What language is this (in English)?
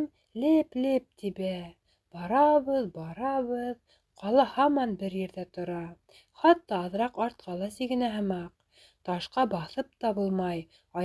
Bashkir